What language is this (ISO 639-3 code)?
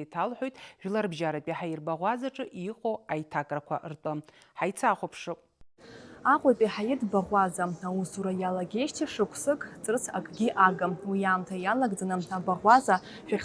abk